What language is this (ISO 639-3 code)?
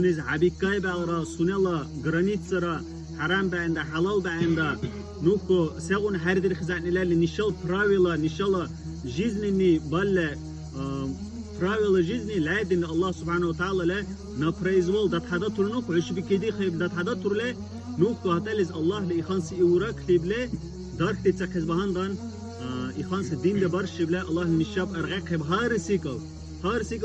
dar